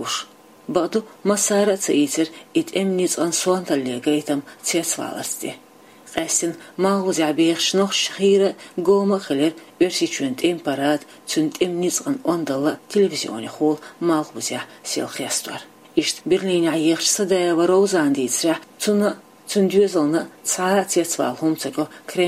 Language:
Chechen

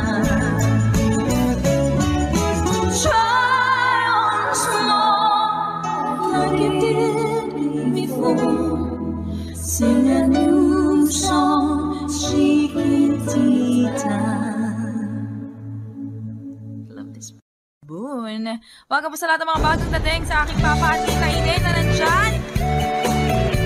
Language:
Filipino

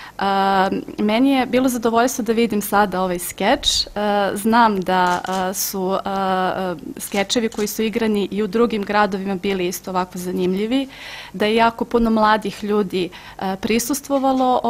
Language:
Serbian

